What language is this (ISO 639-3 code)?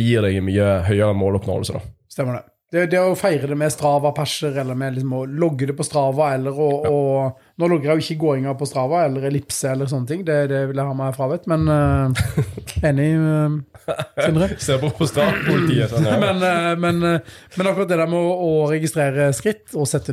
nor